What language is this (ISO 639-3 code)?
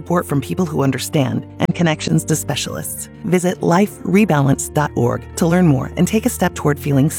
eng